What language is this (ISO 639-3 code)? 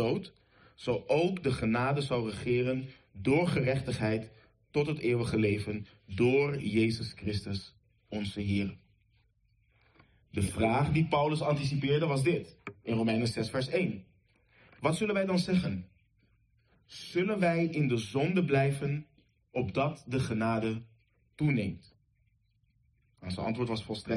nld